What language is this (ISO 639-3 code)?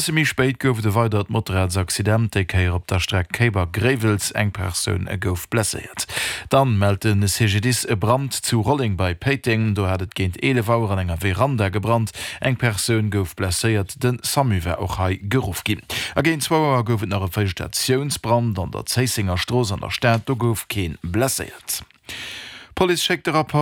ltz